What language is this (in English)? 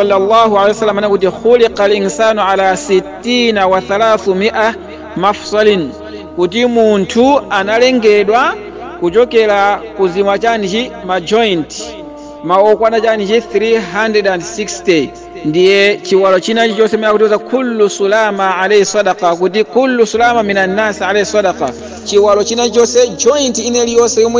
Nyanja